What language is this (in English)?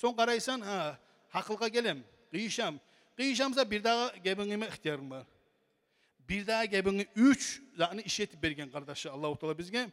Kumyk